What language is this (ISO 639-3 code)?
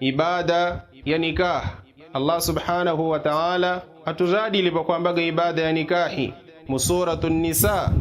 yao